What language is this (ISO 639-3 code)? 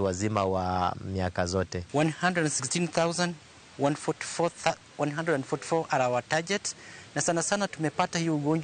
luo